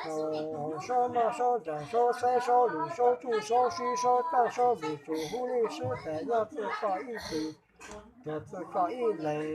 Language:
Hmong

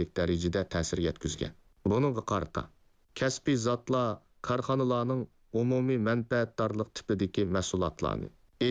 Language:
Uyghur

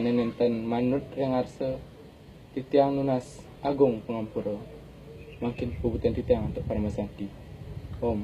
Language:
Balinese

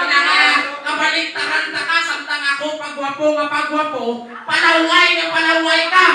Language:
Hiligaynon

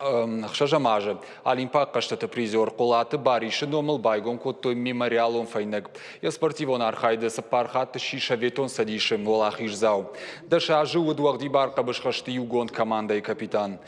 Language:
Ossetic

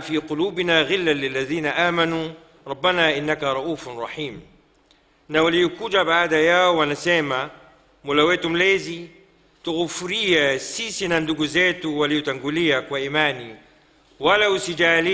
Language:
Swahili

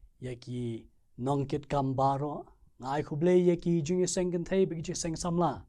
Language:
Khasi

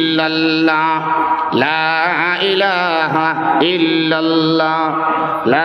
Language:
Bangla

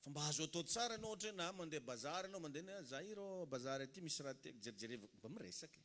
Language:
Malagasy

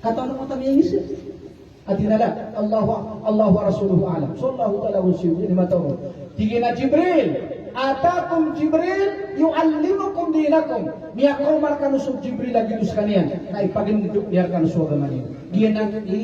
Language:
Maranao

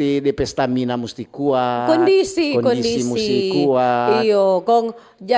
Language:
Manado Malay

